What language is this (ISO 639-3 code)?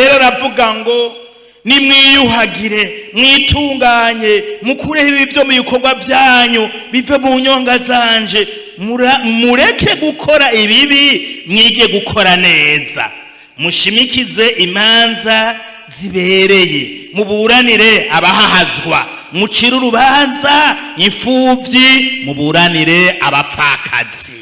run